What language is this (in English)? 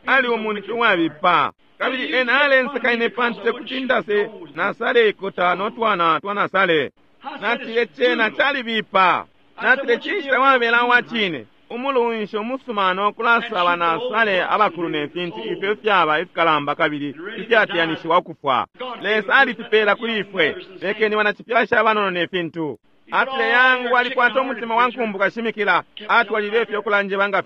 Bemba